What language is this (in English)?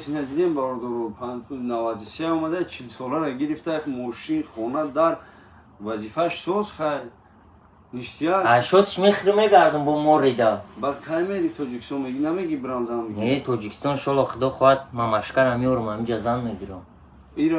Tajik